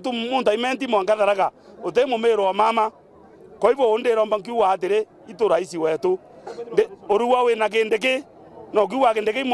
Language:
Meru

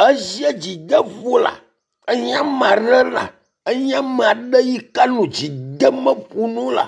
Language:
Ewe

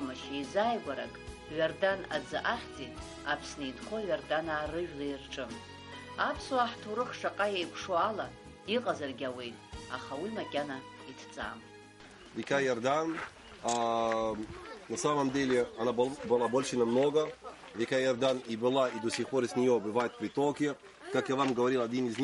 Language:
Abkhazian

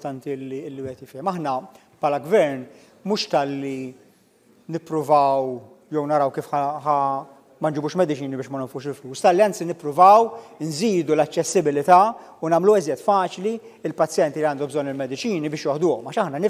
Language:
Maltese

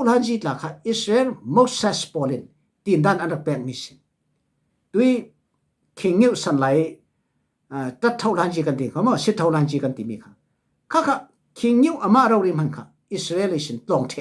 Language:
Falam Chin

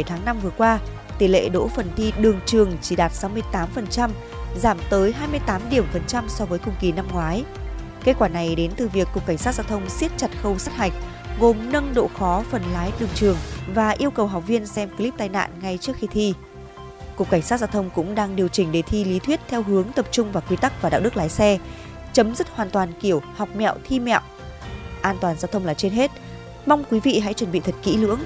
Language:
Vietnamese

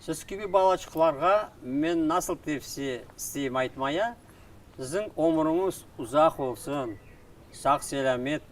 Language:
Crimean Tatar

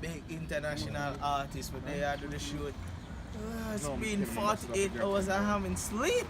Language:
Jamaican Creole English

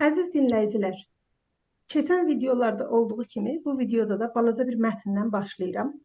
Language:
South Azerbaijani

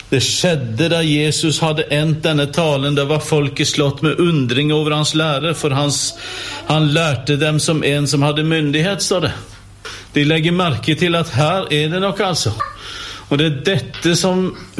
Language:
Norwegian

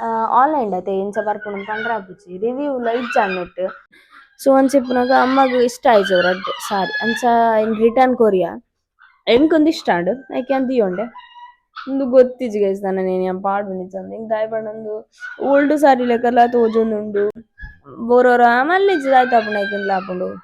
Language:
Tulu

